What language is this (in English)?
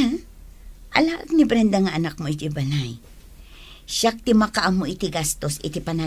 Iloko